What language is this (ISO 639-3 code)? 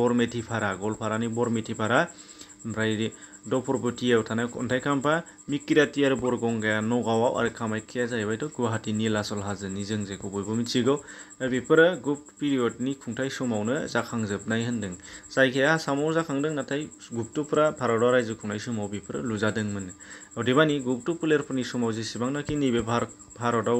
brx